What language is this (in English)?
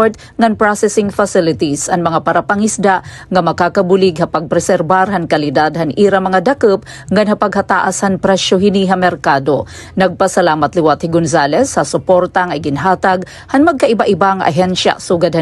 Waray